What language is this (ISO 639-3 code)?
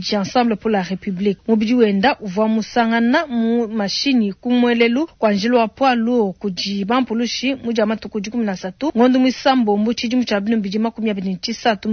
lua